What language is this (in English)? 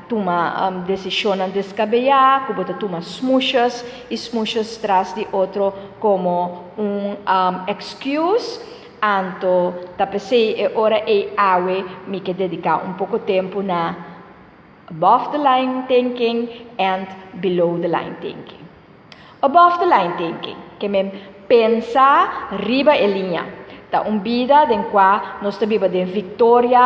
Papiamento